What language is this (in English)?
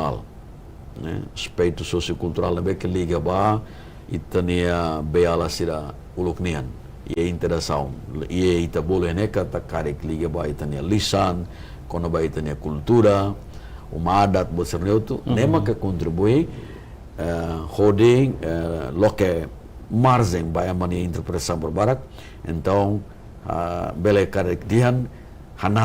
Tetum